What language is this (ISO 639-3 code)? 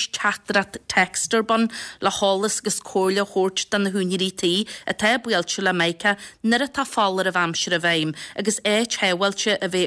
gle